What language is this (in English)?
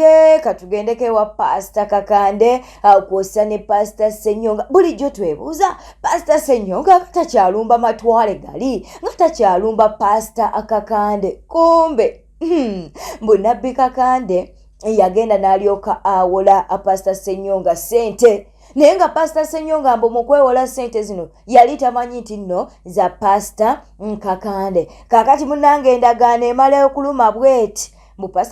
Ganda